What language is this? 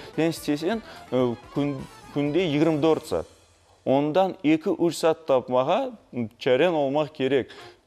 Crimean Tatar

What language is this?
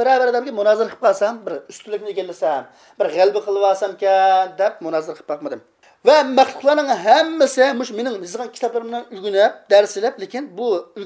Uyghur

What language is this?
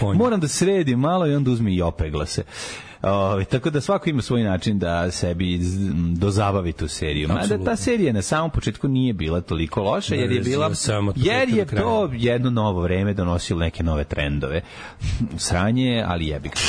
Serbian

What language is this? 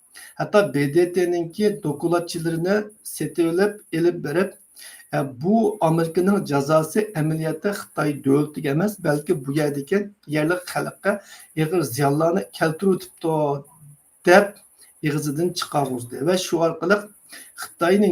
Uyghur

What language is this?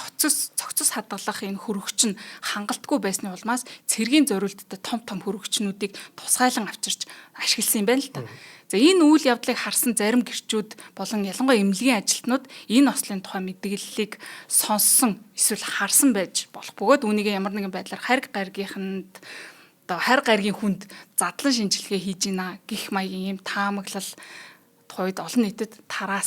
Mongolian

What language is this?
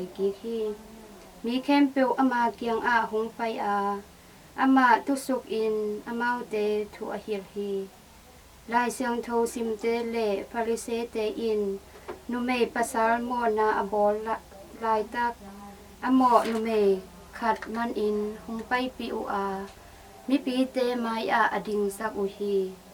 Tedim Chin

